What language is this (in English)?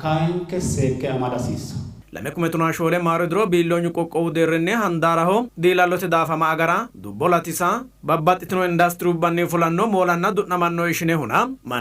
Sidamo